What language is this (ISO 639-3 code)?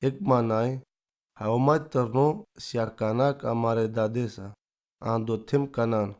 rom